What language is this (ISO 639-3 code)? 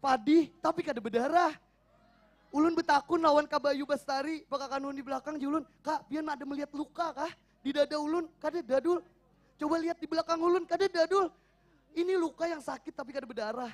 bjn